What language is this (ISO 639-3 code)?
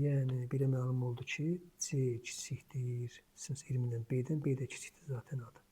aze